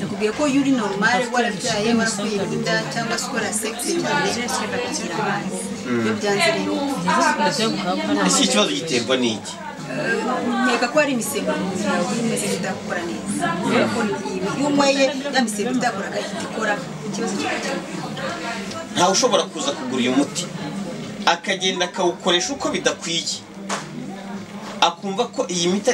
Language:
Kinyarwanda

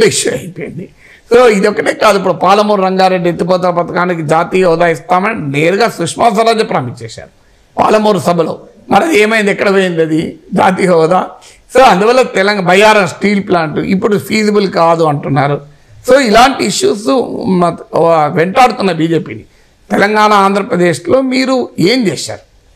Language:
Telugu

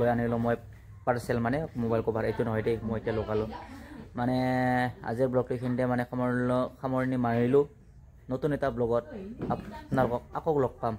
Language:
Assamese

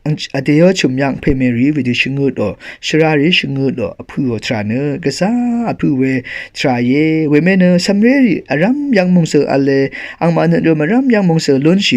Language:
Rawang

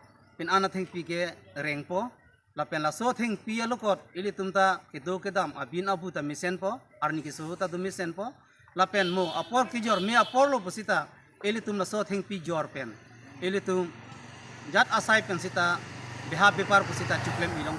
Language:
Karbi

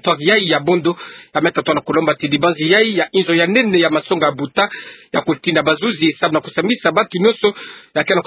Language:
Kituba (Democratic Republic of Congo)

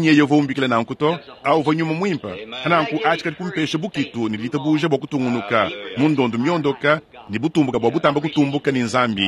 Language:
Luba-Lulua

